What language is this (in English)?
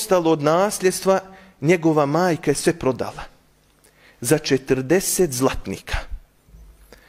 Bosnian